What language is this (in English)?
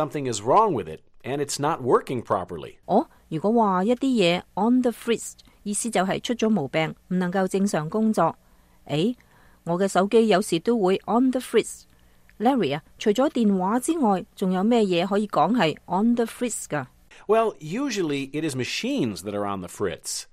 Cantonese